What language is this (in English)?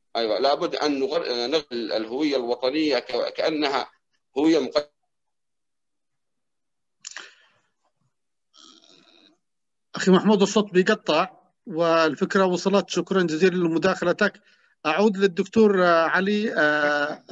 Arabic